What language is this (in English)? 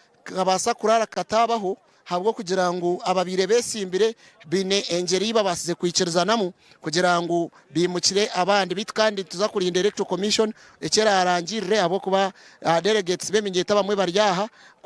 Nyankole